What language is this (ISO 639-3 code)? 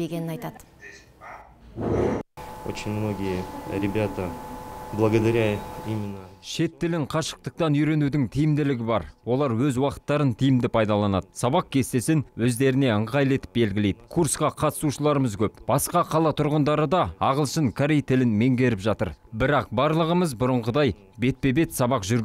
kaz